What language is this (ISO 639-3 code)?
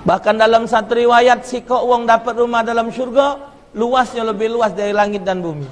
mui